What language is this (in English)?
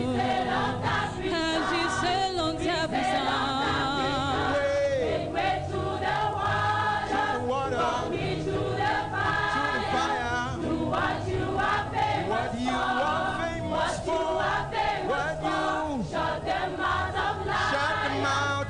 Ewe